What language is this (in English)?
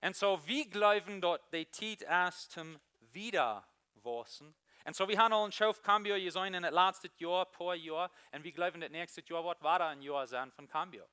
Plautdietsch